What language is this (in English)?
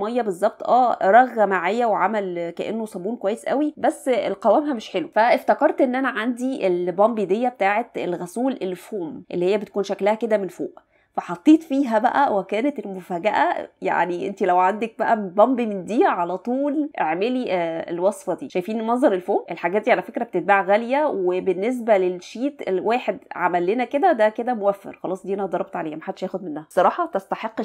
Egyptian Arabic